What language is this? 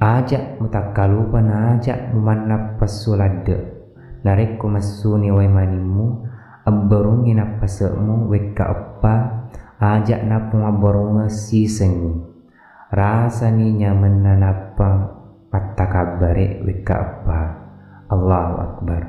Buginese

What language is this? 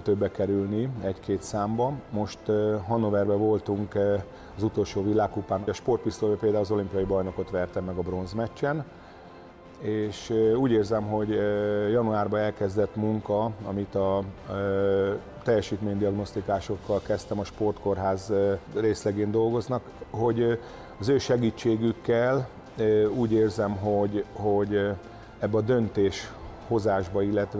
Hungarian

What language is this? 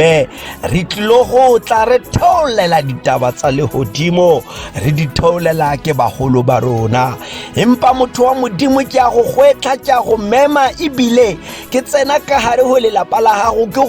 Tswana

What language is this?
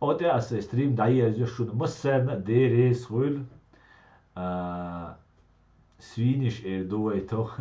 Chechen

